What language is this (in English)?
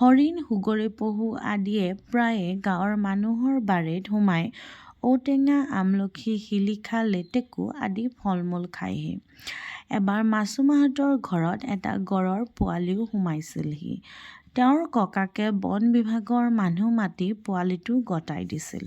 Assamese